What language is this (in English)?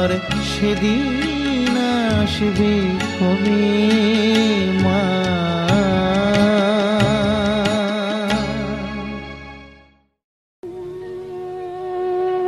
Bangla